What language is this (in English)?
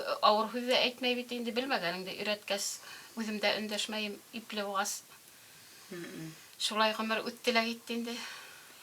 Bashkir